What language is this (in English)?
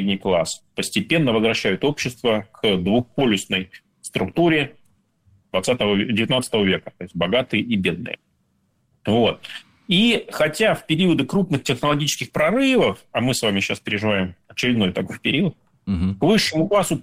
Russian